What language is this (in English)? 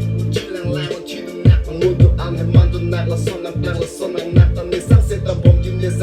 Karbi